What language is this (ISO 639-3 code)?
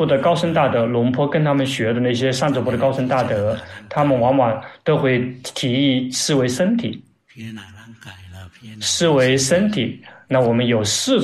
zho